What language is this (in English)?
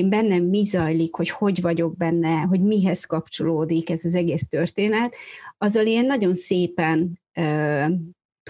Hungarian